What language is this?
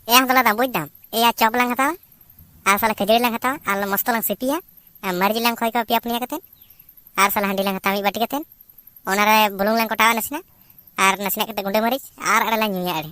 Santali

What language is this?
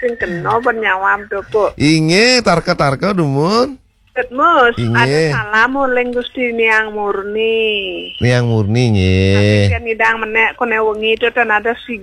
Balinese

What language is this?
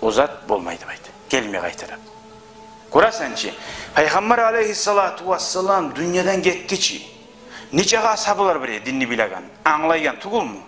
Kumyk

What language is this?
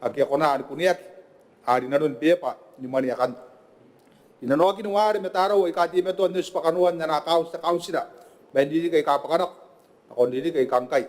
Gilbertese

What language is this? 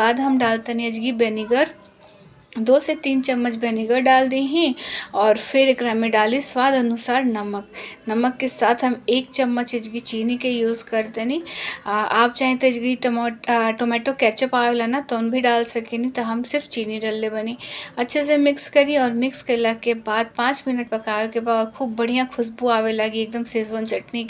Bhojpuri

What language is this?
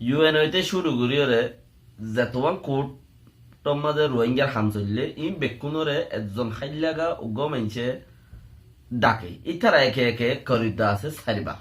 Rohingya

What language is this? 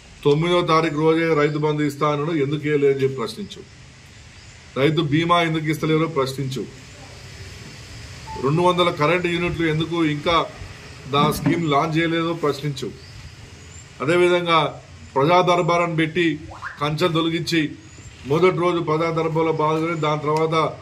Telugu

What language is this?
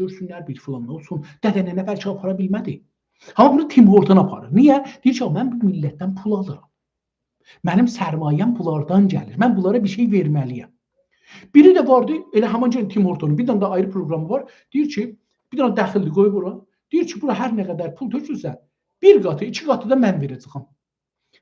South Azerbaijani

